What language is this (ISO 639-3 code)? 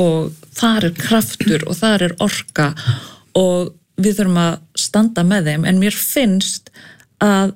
isl